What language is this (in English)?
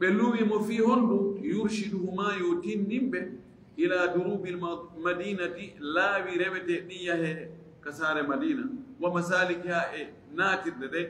Fula